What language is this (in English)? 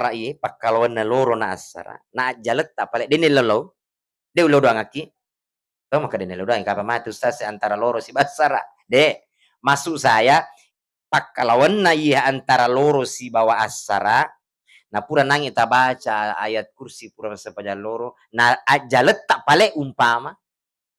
Buginese